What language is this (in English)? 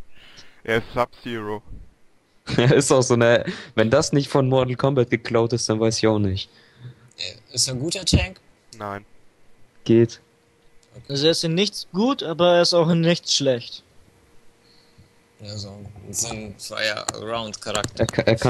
German